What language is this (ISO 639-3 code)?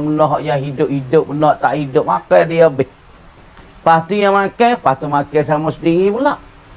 mfa